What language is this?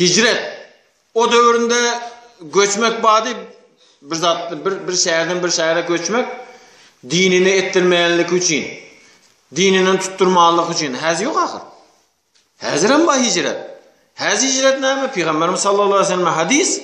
Turkmen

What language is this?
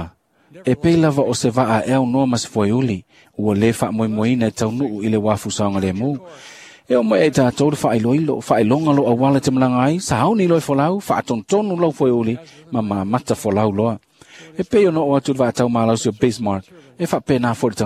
Samoan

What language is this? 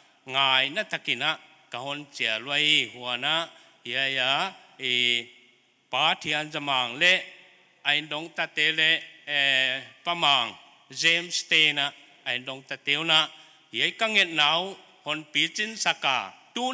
Paite Chin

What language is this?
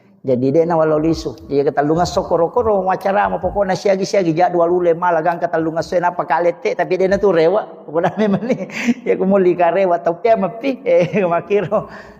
Buginese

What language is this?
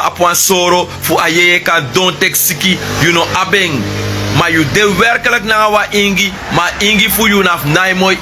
Sranan Tongo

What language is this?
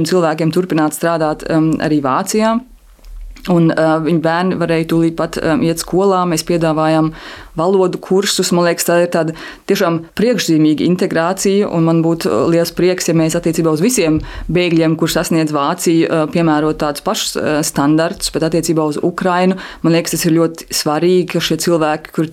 Latvian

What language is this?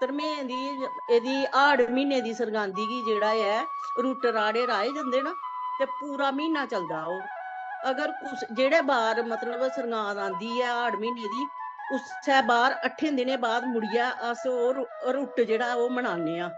Dogri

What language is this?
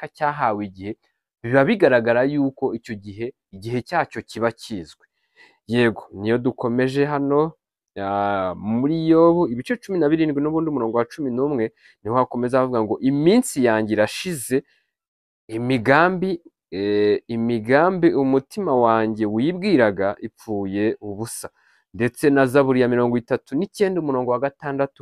Kinyarwanda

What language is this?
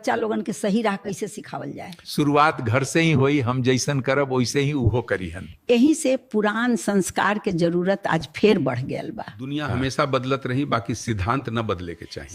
Bhojpuri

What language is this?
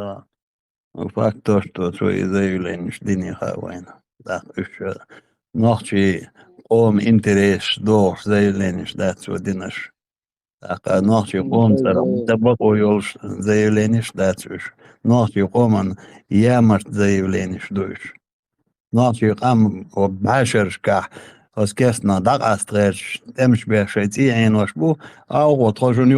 Chechen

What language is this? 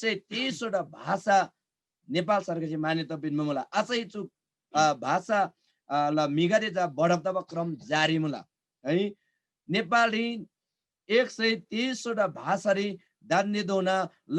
Eastern Tamang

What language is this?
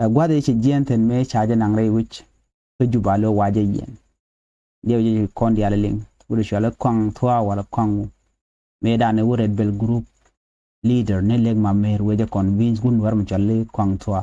Nuer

